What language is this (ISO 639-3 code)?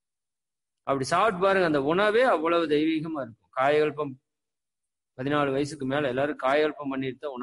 tam